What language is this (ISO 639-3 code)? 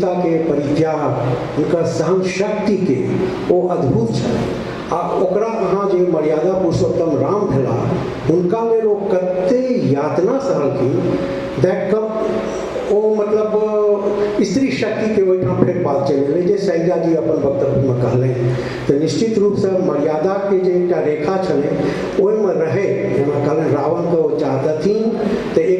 mai